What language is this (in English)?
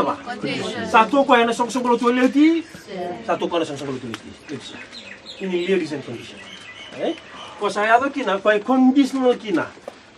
Fijian